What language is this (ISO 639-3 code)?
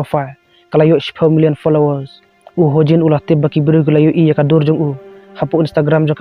kha